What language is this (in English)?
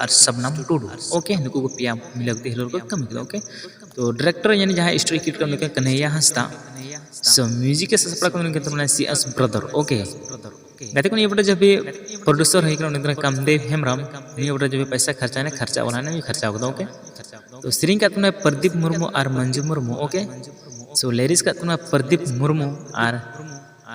Santali